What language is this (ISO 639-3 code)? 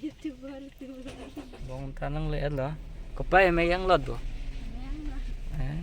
mjw